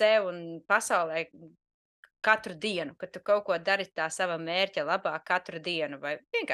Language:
Latvian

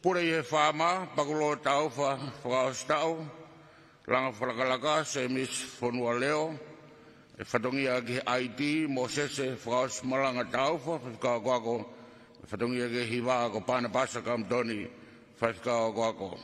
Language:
Tongan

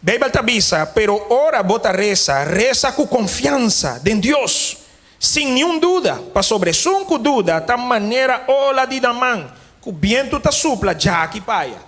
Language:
Papiamento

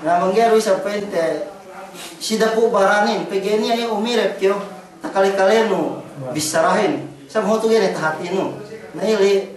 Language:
Yakan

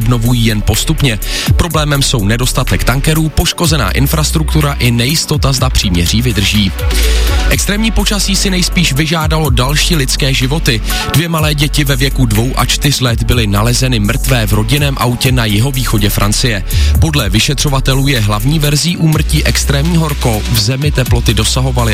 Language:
Czech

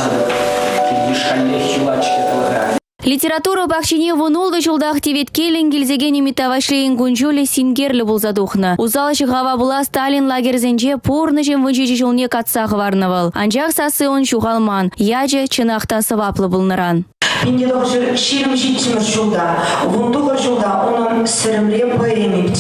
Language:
Chuvash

